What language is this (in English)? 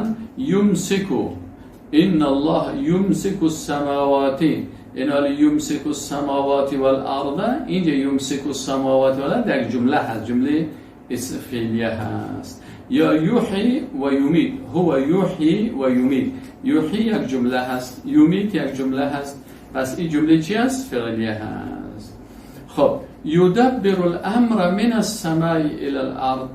Persian